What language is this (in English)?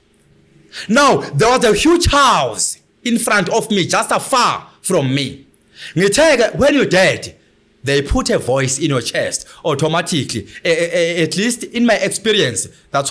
Zulu